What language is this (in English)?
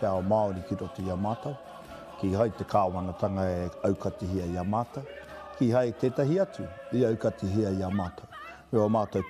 Māori